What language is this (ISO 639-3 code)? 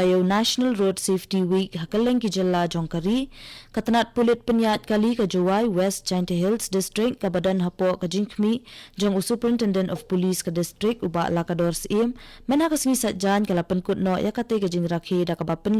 kha